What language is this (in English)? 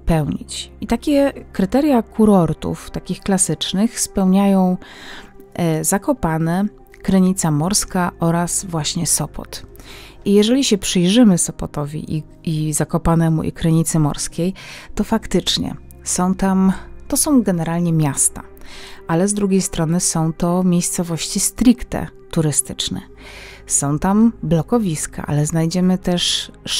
Polish